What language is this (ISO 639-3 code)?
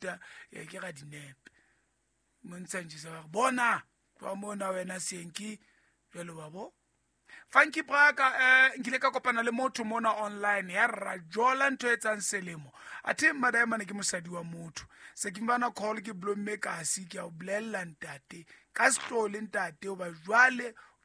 sot